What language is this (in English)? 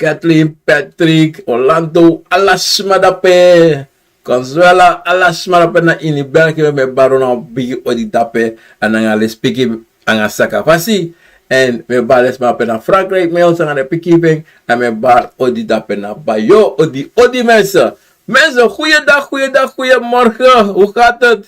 Sranan Tongo